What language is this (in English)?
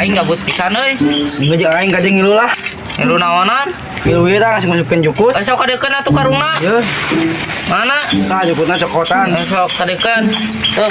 Sundanese